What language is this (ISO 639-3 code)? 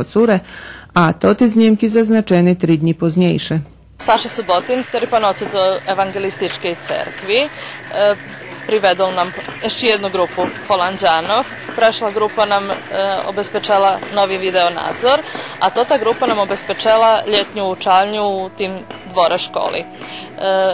rue